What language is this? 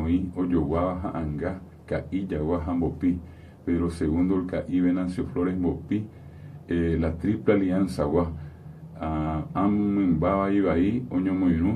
Guarani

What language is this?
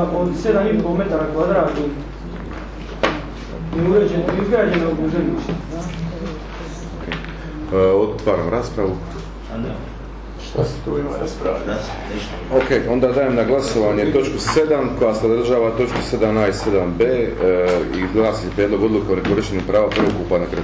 Croatian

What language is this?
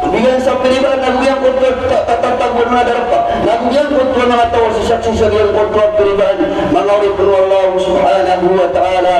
Maranao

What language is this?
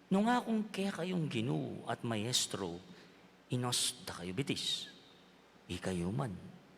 Pampanga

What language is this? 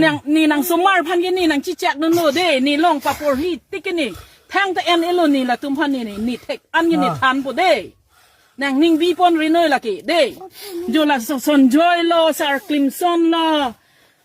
Karbi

